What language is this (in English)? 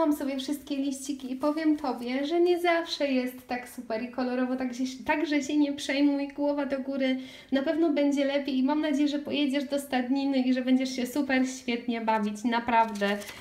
Polish